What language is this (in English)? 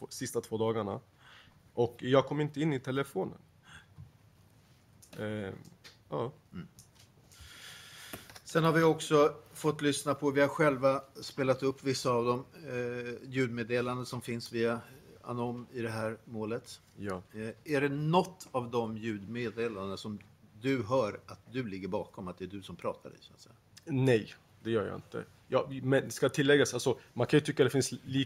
Swedish